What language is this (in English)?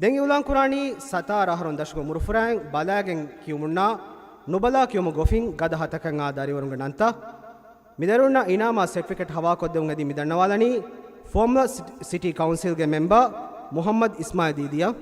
Divehi